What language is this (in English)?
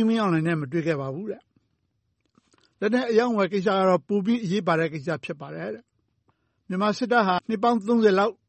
Burmese